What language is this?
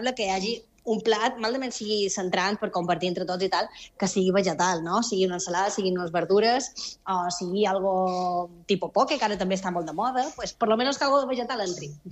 Catalan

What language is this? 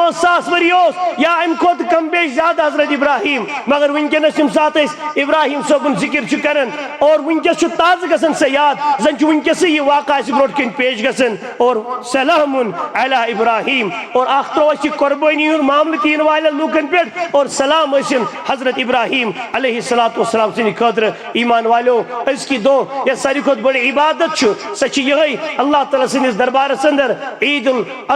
Kashmiri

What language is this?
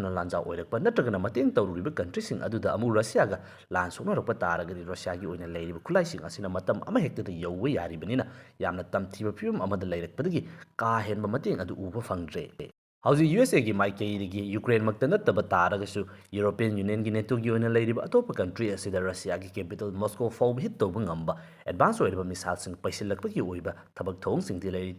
Manipuri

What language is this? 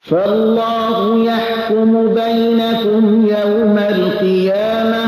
Persian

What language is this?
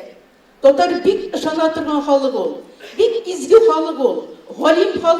Tatar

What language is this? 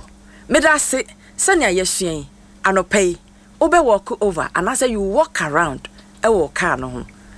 Akan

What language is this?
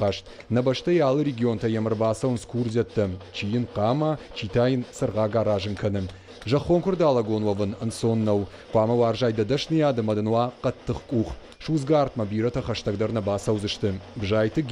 Ossetic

